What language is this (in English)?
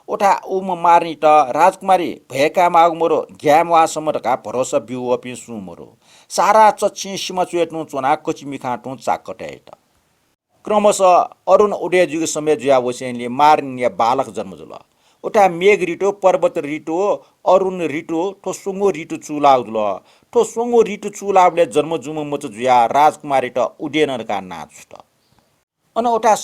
Newari